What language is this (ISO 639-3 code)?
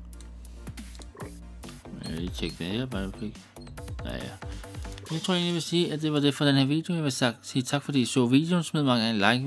dan